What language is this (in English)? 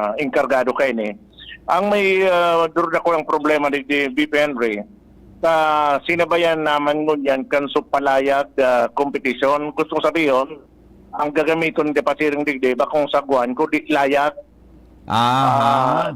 Bikol